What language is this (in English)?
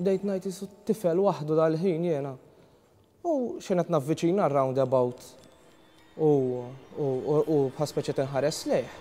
Maltese